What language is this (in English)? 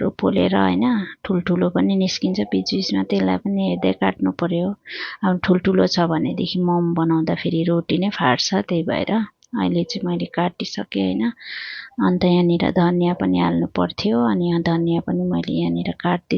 Nepali